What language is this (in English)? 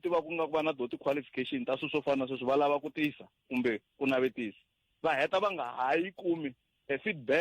Tsonga